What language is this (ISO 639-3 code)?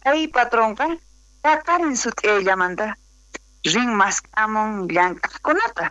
quh